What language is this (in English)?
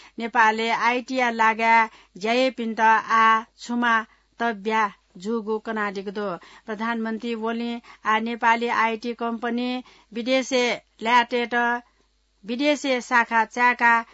Newari